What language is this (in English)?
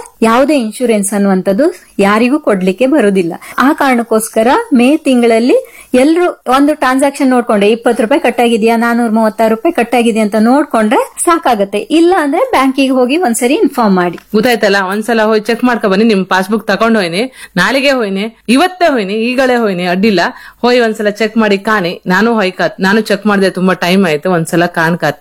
Kannada